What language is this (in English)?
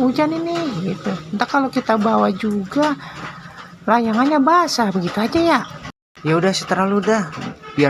Betawi